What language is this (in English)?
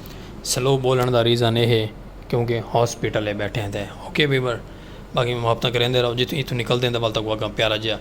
Saraiki